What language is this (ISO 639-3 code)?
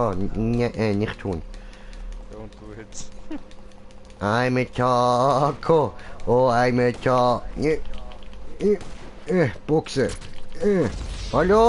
gsw